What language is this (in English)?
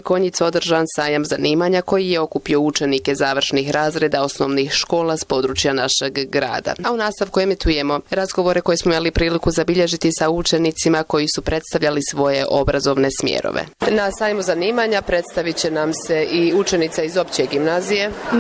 Bosnian